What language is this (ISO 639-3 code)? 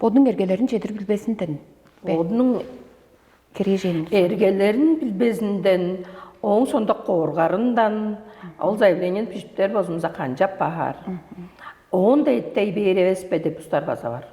tyv